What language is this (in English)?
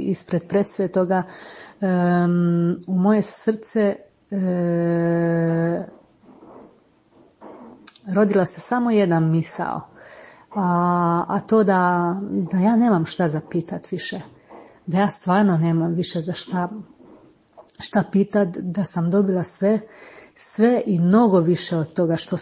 Croatian